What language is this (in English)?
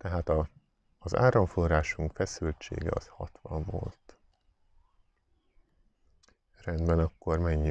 Hungarian